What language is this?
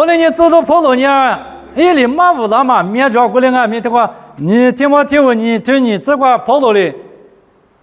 Lisu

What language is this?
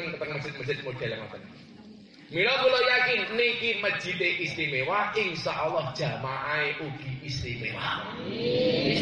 Javanese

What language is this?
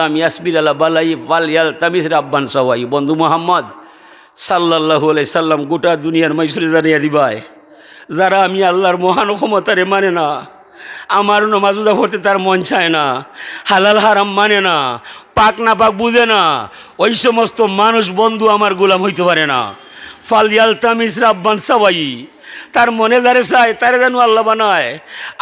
Sylheti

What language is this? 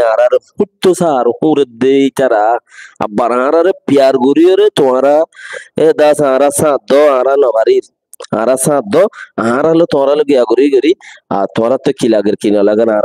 Rohingya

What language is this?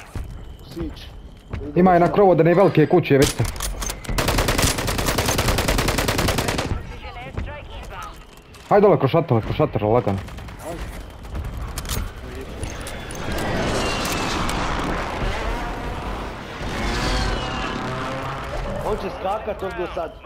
Croatian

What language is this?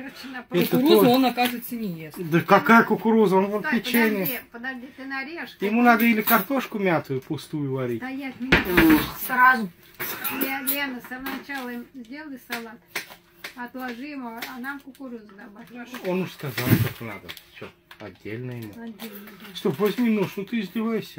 Russian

